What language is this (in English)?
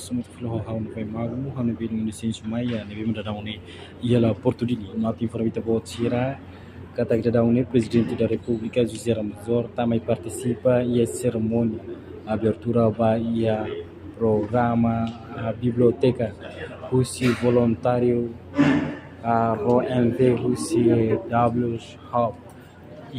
Tetum